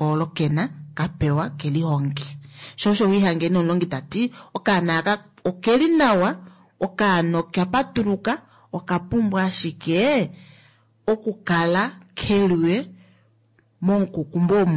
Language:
Kuanyama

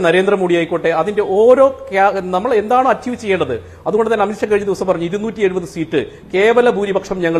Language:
Malayalam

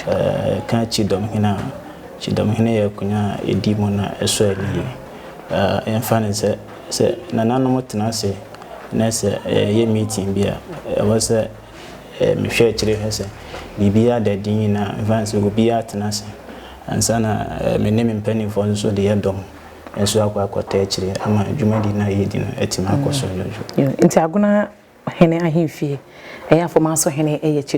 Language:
Akan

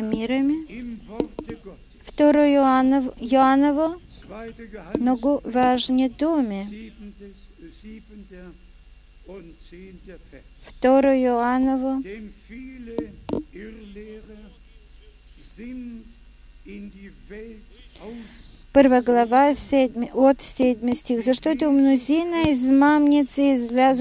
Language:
Bulgarian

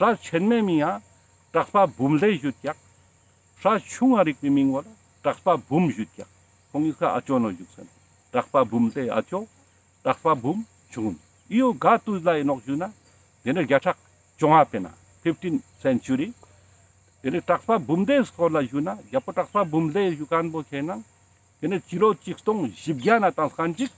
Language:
Ladakhi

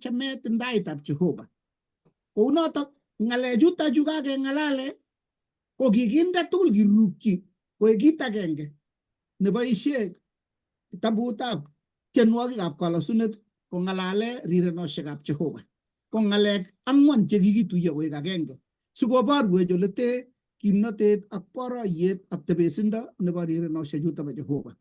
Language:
Kalenjin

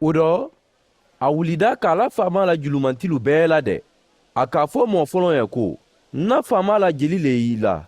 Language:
Mandingo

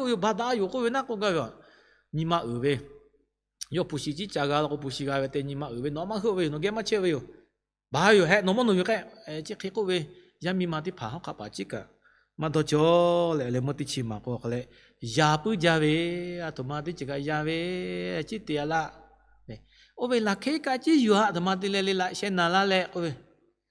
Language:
Lahu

